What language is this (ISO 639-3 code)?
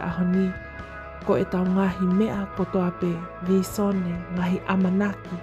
ton